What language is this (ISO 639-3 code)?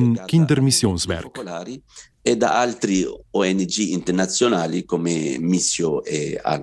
slv